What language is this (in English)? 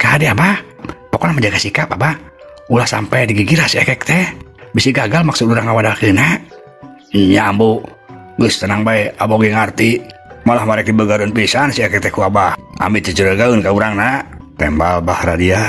Sundanese